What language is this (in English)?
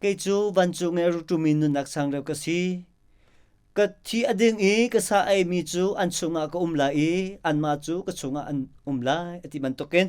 Hakha Chin